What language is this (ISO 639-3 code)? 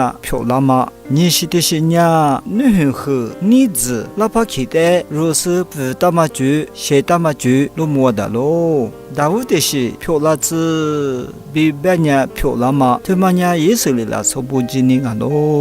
lis